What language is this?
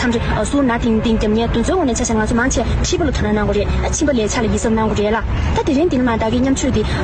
Tibetan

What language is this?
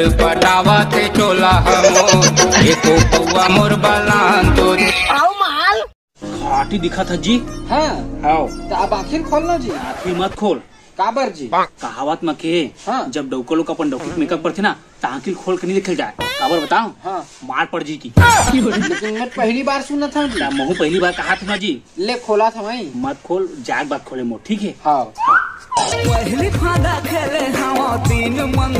Chhattisgarhi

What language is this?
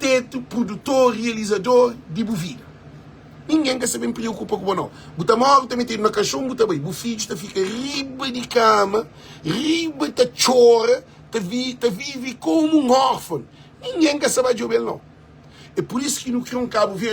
Kabuverdianu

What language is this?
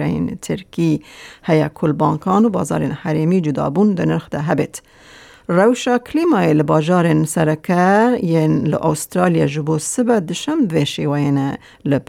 Kurdish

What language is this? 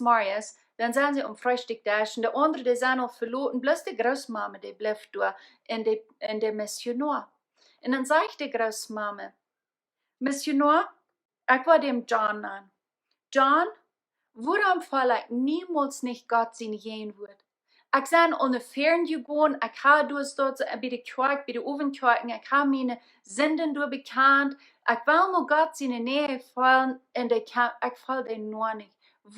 Plautdietsch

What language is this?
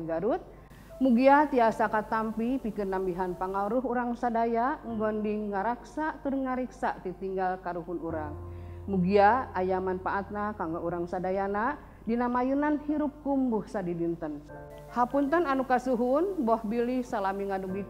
Sundanese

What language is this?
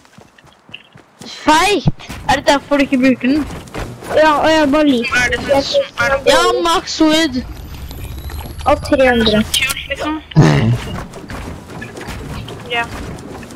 Norwegian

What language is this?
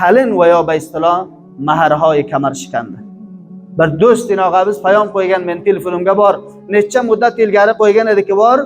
Uzbek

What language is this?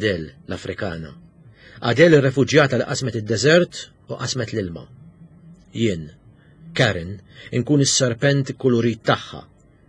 Maltese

